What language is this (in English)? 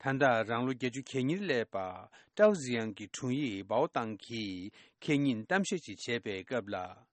Tibetan